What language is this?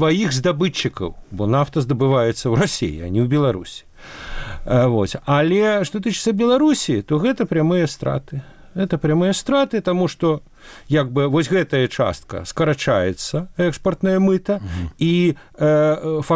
Belarusian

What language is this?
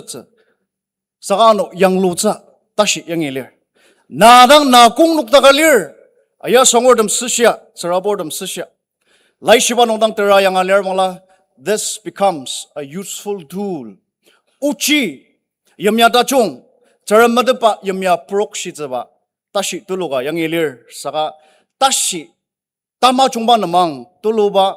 Ao Naga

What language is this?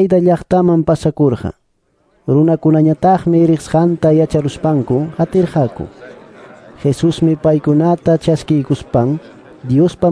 Quechua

